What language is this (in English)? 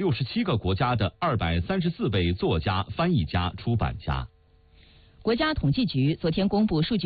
Chinese